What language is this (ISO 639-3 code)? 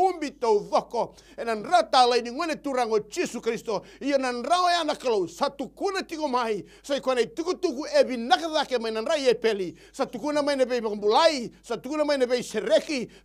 fij